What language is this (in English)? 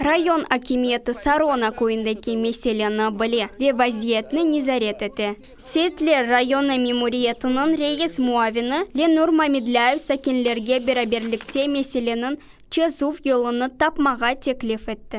Crimean Tatar